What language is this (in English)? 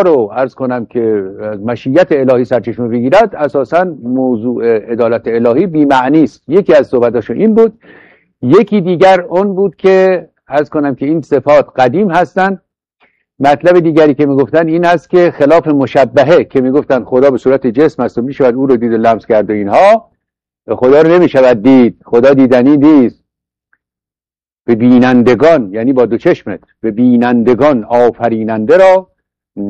Persian